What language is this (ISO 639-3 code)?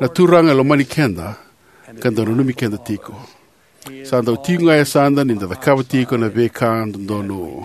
fij